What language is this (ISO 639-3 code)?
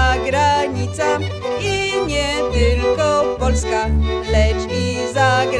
pol